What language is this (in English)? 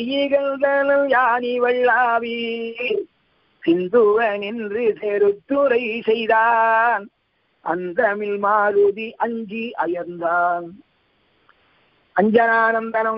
Tamil